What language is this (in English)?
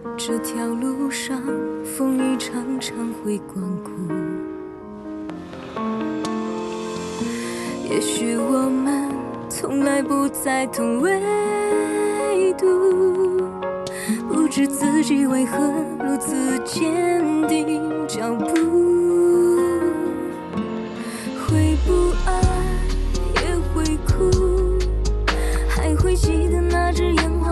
Chinese